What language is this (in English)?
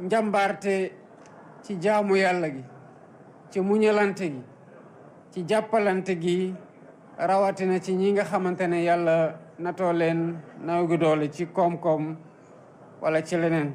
Wolof